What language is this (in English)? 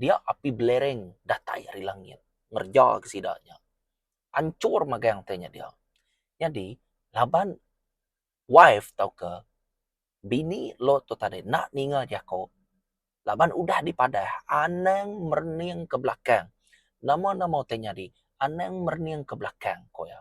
Iban